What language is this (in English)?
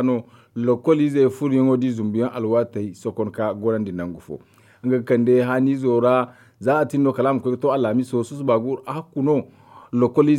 Zarma